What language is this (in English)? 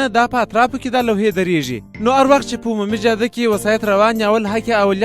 Pashto